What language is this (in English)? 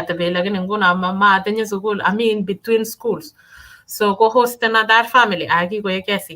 Kalenjin